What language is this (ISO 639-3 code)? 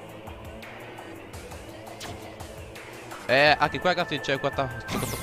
ita